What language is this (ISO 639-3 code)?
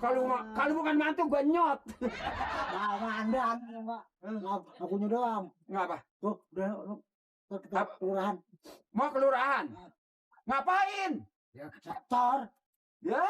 bew